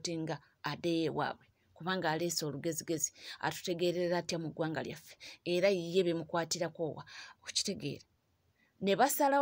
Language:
Ganda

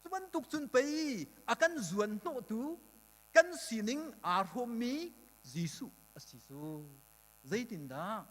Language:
Hakha Chin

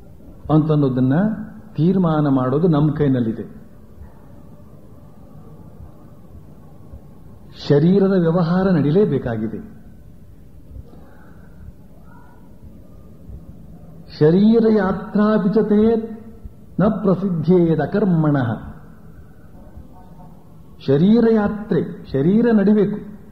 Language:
Kannada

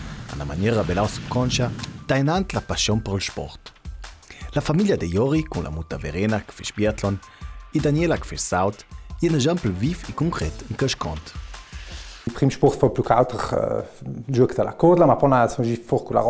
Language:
Ladin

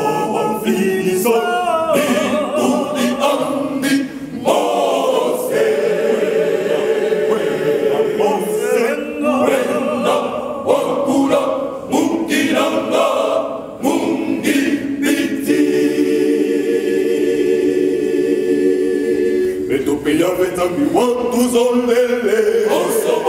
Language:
Swahili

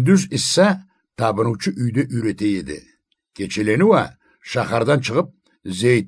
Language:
Karachay-Balkar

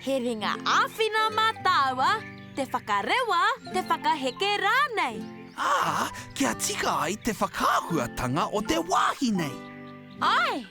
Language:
Māori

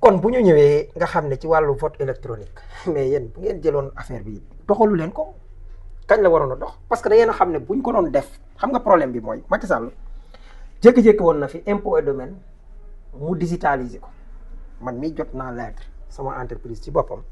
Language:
Wolof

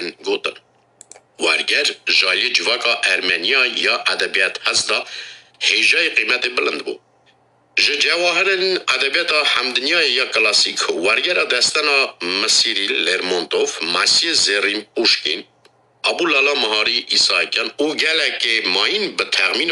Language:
Kurdish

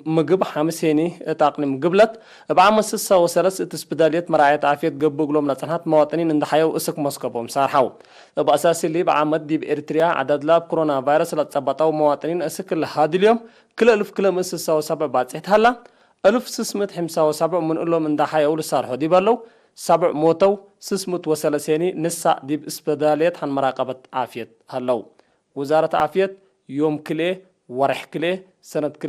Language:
Tigre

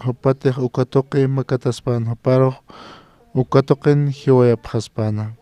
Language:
Aymara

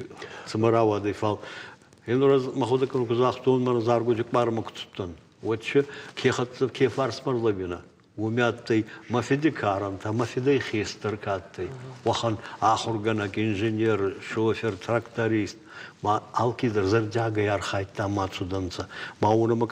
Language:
Ossetic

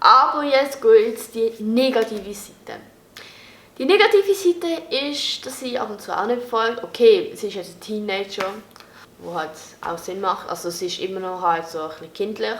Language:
Swiss German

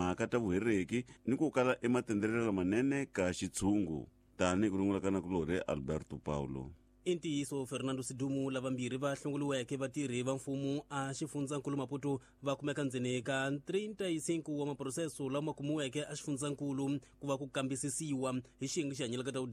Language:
Tsonga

